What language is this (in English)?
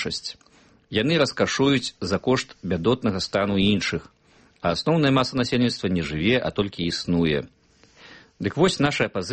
Belarusian